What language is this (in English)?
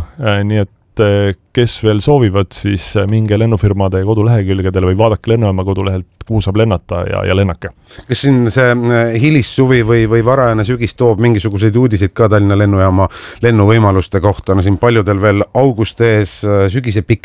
Estonian